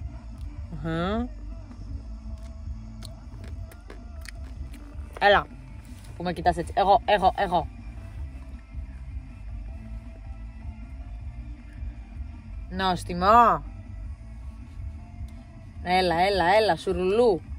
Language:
Greek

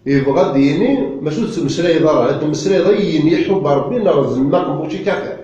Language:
Kabyle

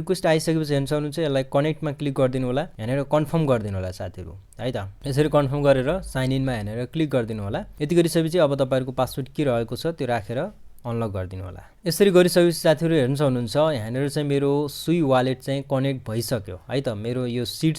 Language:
Nepali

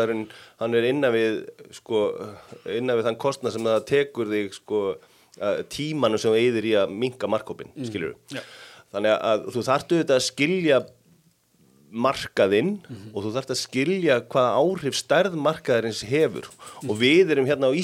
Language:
Icelandic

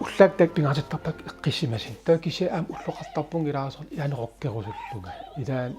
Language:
Kalaallisut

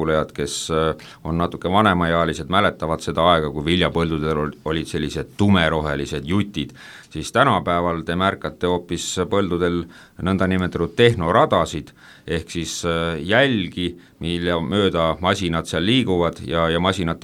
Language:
Estonian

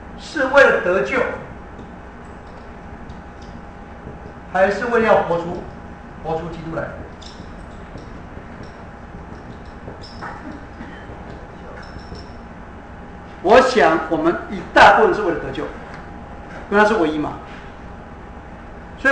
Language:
Chinese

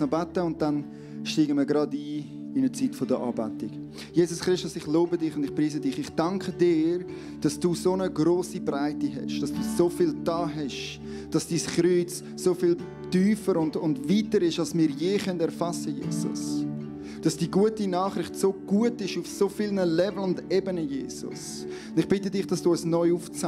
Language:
Swiss German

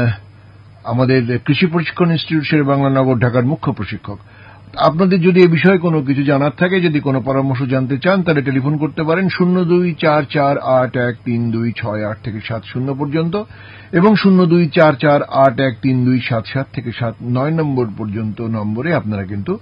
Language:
Bangla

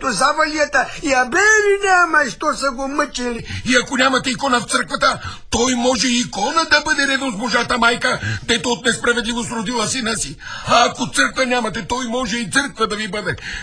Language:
Bulgarian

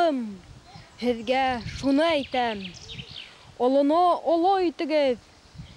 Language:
Bashkir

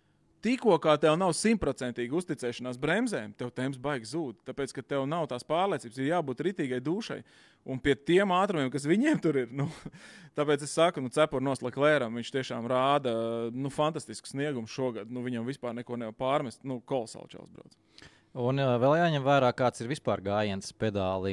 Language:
Latvian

